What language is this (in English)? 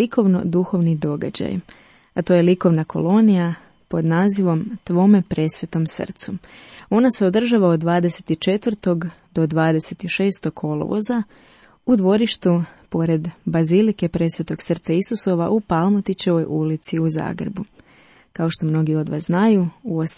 Croatian